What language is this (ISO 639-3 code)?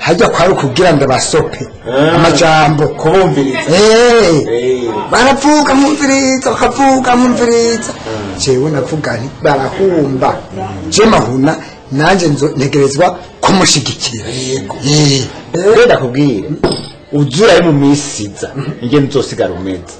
run